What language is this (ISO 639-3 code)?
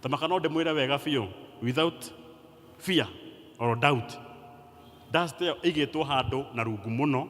kik